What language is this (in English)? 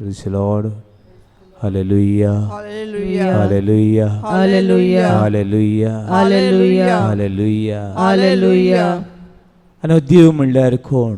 Konkani